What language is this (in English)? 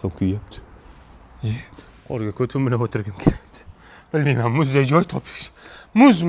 Uzbek